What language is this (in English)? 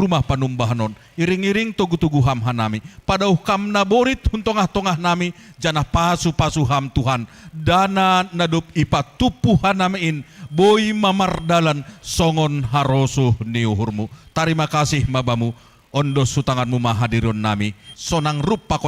Batak Simalungun